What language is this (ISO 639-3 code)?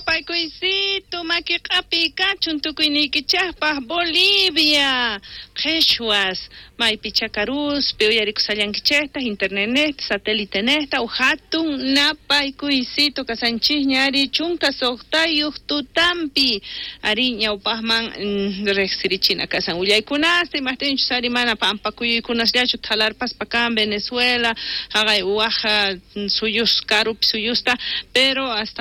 quh